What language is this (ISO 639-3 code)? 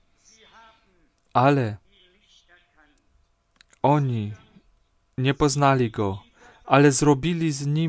pol